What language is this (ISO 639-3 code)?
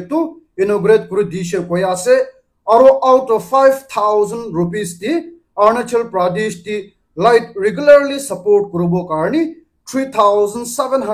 nag